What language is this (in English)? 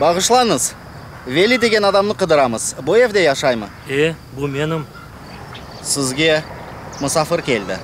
Crimean Tatar